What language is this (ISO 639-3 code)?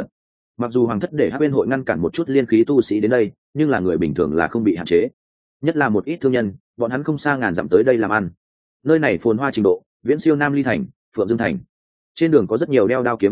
vie